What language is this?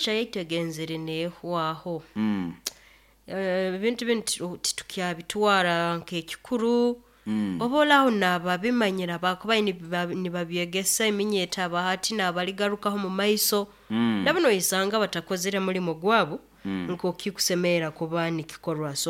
Nyoro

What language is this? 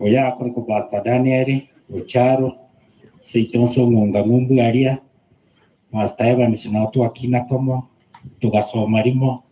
Gusii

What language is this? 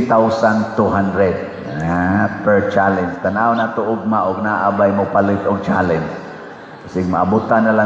Cebuano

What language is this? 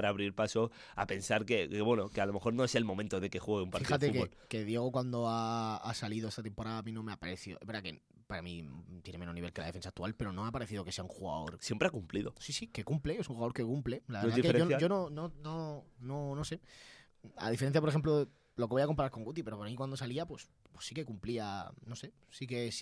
Spanish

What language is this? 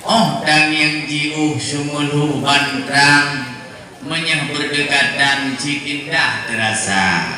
Achinese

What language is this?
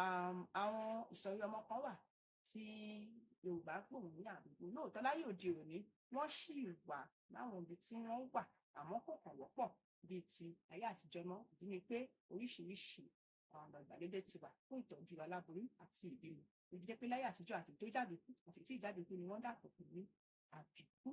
Yoruba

